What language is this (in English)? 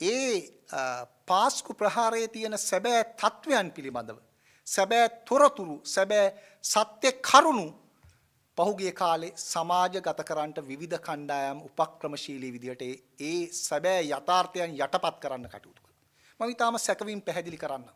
Sinhala